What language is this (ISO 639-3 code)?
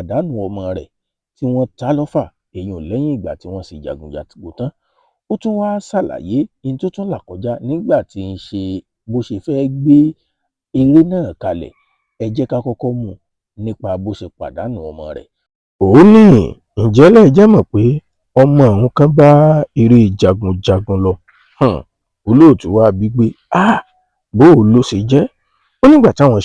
yor